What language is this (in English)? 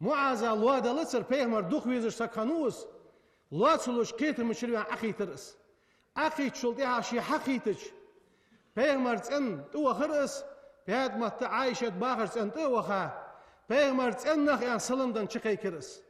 Ingush